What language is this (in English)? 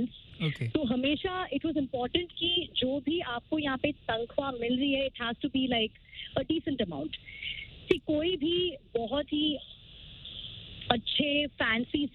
Hindi